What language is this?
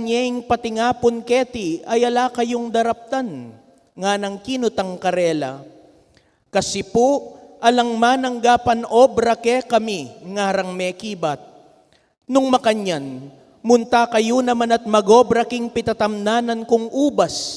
Pampanga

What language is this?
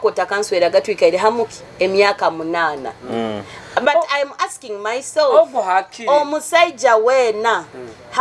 Nyoro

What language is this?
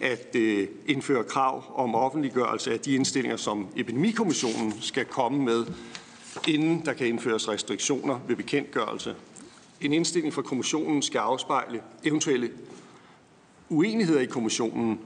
Danish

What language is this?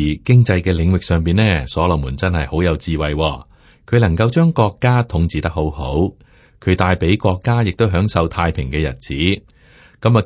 Cantonese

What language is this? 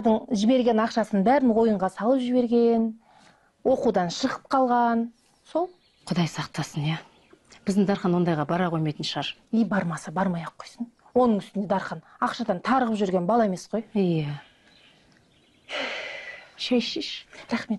Kazakh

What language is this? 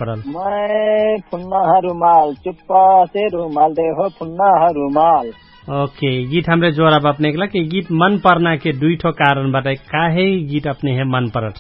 Dangaura Tharu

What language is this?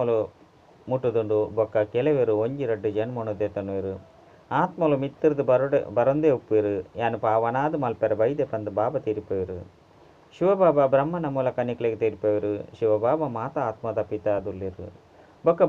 Tulu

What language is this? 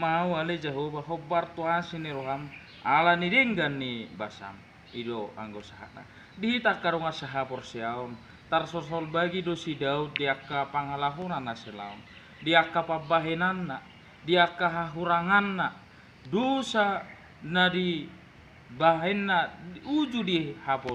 Batak Toba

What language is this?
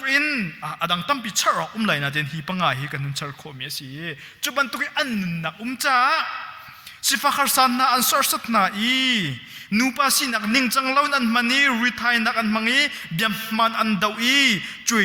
Hakha Chin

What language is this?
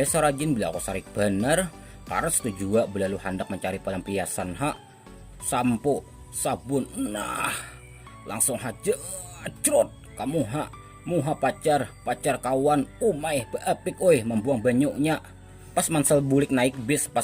Banjar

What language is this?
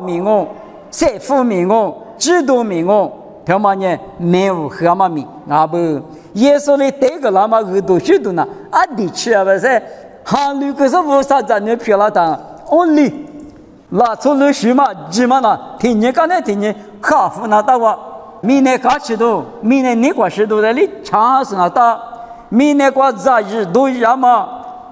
Lisu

